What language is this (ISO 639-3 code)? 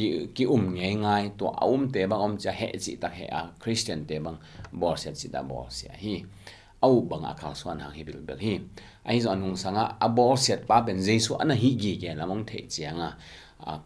ctd